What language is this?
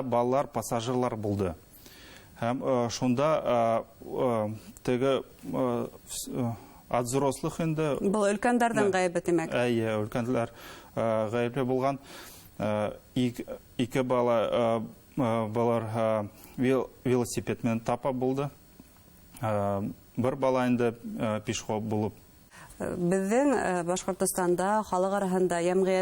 Bashkir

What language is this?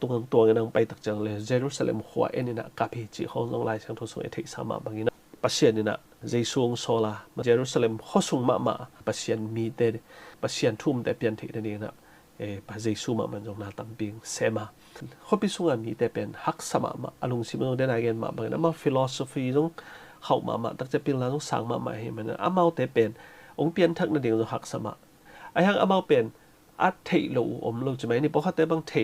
Tedim Chin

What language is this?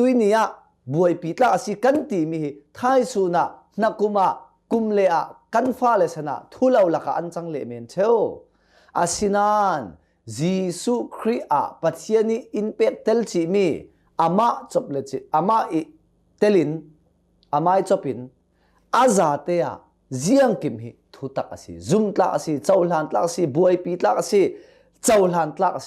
Hakha Chin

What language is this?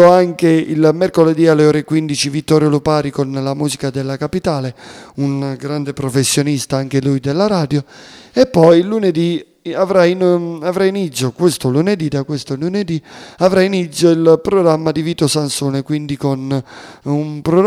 Italian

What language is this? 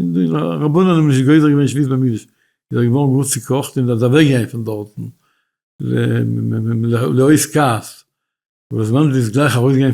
Yiddish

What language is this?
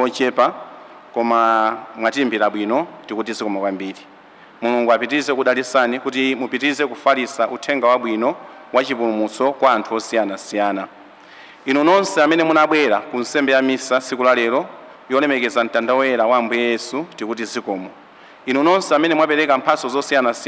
Nyanja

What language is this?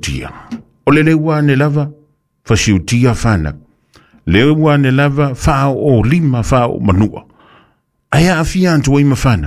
Samoan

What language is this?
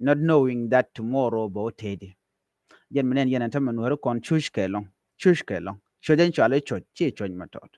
Nuer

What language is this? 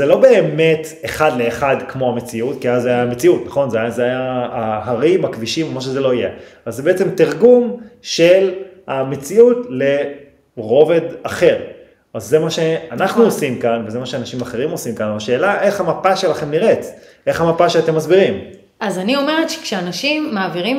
Hebrew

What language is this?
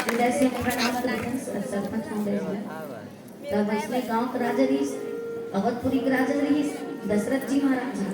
Chhattisgarhi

